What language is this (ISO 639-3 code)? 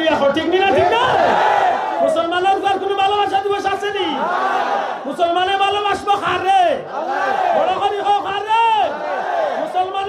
syl